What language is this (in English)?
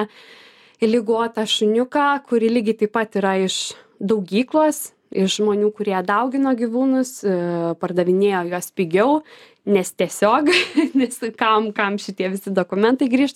Lithuanian